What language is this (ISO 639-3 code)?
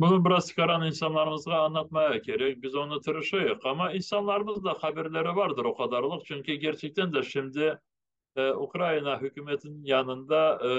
crh